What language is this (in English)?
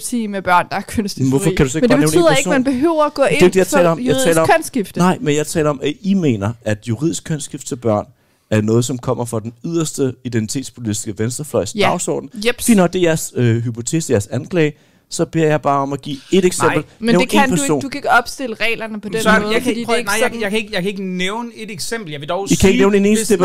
Danish